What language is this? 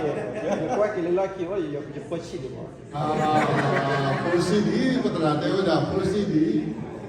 S'gaw Karen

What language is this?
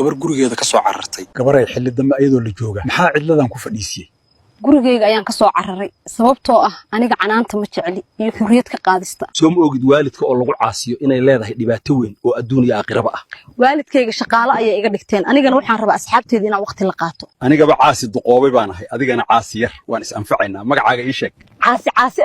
Somali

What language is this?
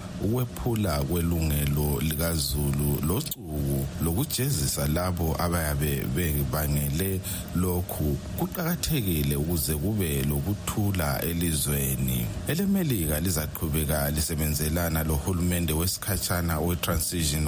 North Ndebele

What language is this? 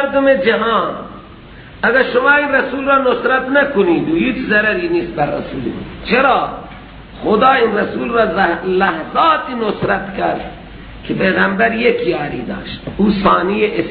Persian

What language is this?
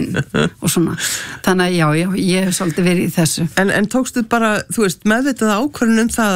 Icelandic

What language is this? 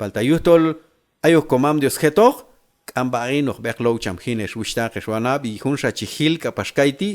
Q'anjob'al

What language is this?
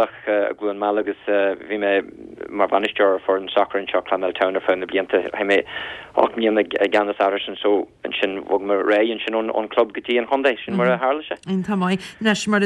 Irish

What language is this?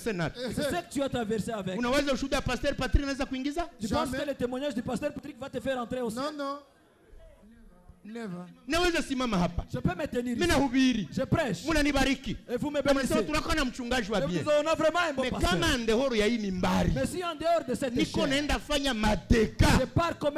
Swahili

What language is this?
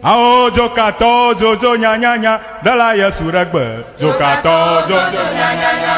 Ewe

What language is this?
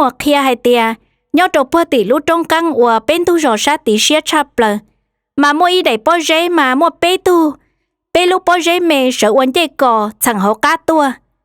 Hmong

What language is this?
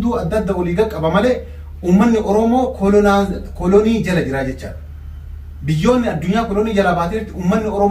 Oromo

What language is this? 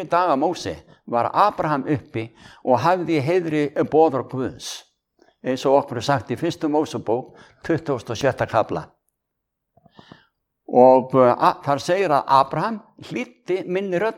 Icelandic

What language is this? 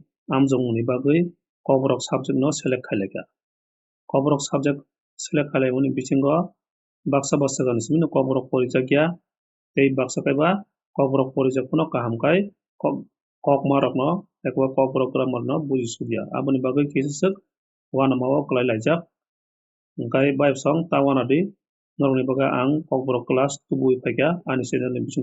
Kok Borok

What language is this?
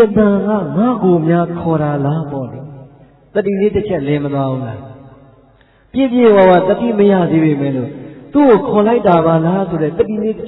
Burmese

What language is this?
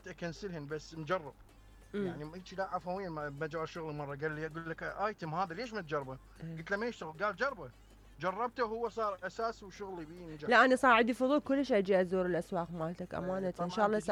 Mesopotamian Arabic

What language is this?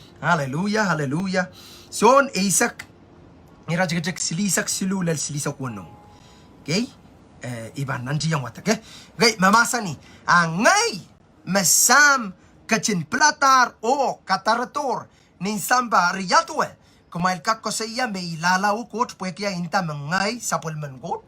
Pohnpeian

